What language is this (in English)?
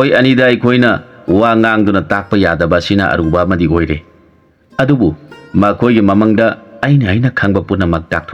Manipuri